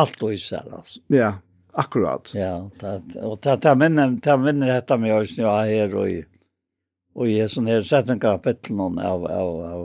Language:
Faroese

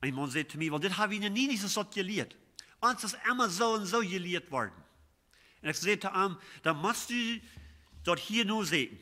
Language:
Plautdietsch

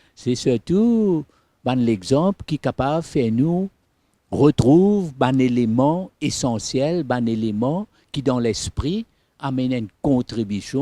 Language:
Morisyen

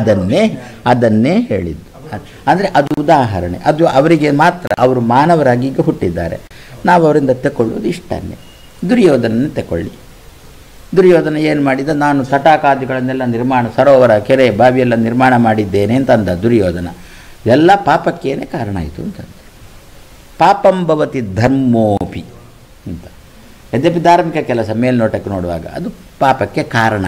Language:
Kannada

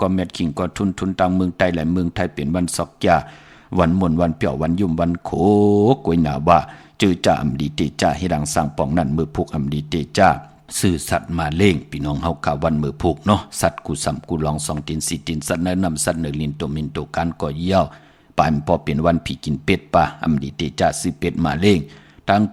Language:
Shan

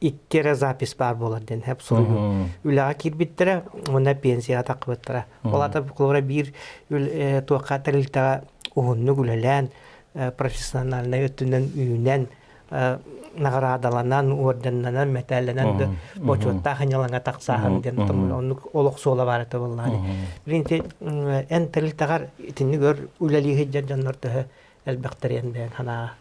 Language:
Yakut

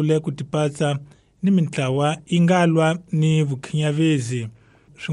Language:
Tsonga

